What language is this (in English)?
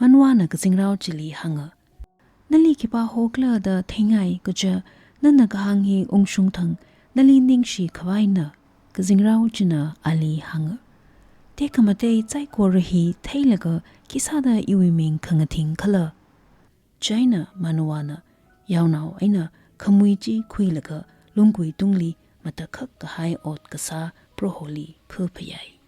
Tangkhul Naga (India)